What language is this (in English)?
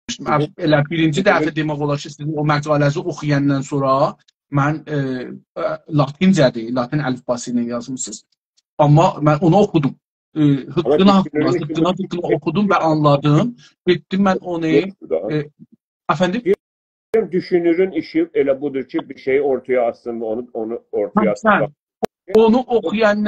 South Azerbaijani